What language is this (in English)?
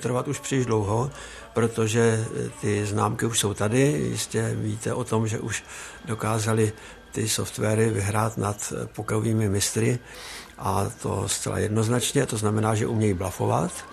Czech